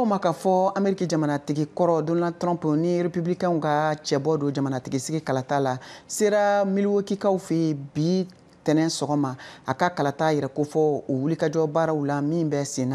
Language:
Bambara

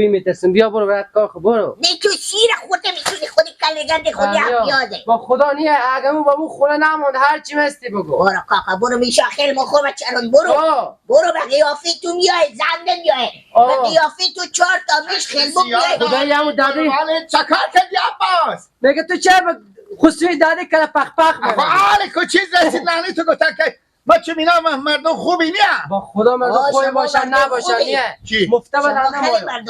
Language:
Persian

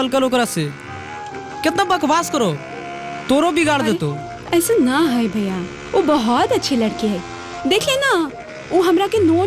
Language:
Magahi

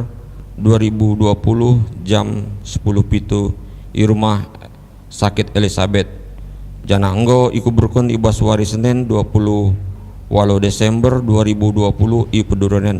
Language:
Batak Karo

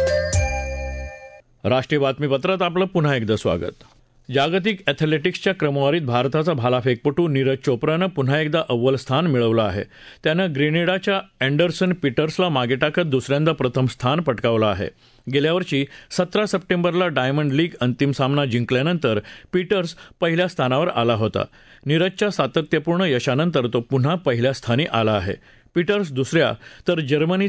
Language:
Marathi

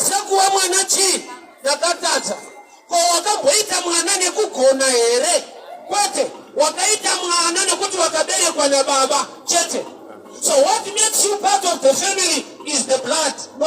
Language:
Shona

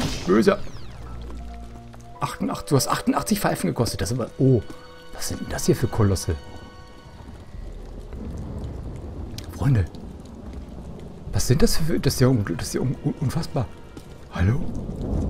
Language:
German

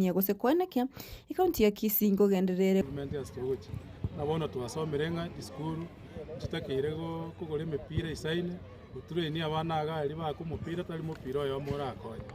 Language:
Gusii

